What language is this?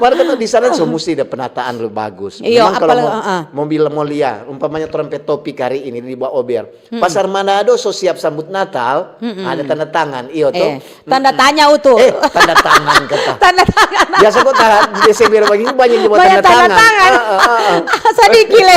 Manado Malay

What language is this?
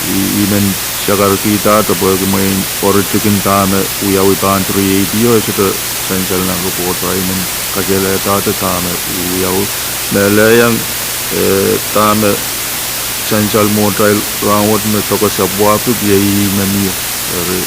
Pohnpeian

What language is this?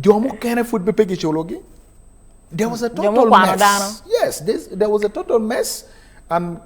Acoli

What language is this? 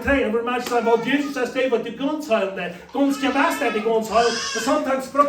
Plautdietsch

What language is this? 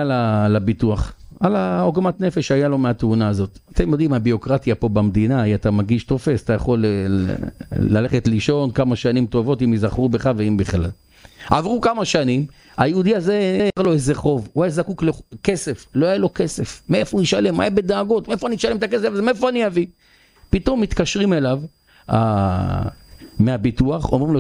Hebrew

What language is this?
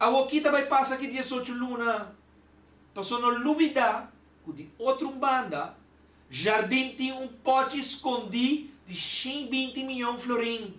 Papiamento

